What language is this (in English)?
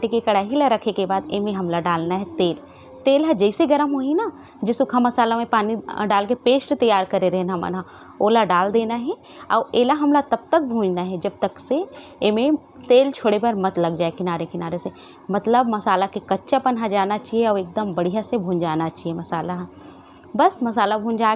Chhattisgarhi